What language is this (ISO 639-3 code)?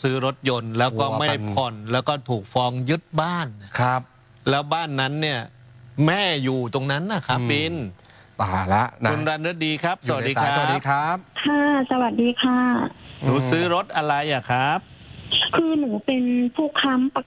tha